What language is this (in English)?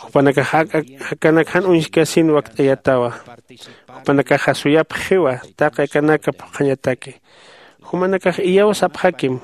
Aymara